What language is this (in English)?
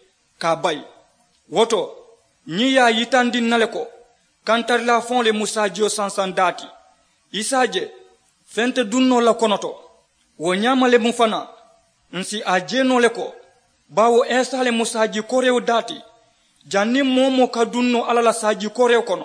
Mandingo